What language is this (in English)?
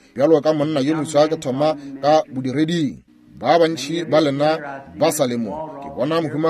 Northern Sotho